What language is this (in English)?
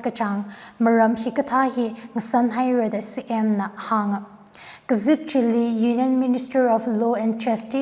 Tangkhul Naga (India)